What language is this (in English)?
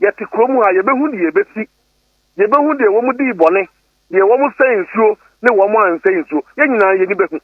Akan